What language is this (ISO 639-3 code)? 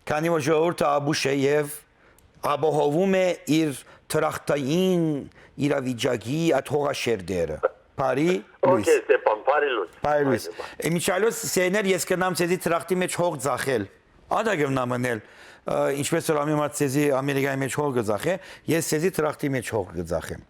hyw